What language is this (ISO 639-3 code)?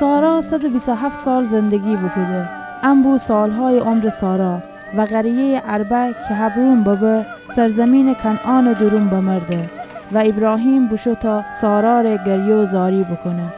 glk